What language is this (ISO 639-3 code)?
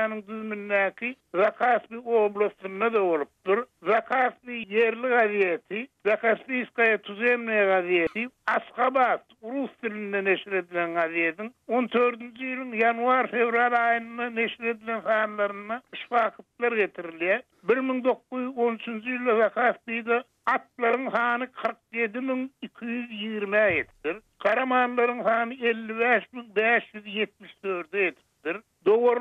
tuk